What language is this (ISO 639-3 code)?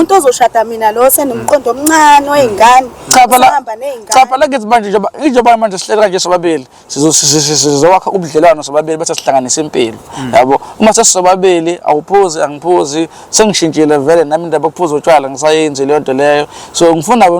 zul